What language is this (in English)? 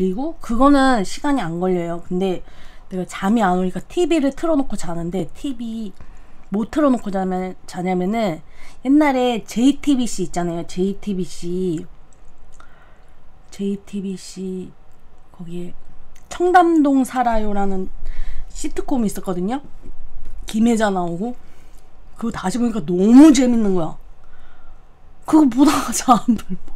Korean